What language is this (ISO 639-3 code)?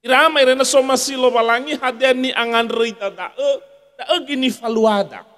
nia